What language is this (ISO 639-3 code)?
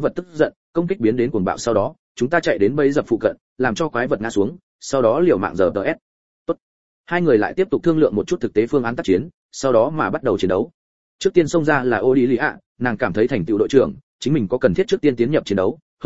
vie